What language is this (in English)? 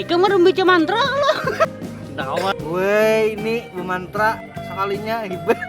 Banjar